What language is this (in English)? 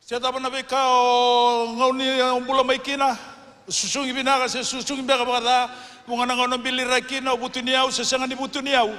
Fijian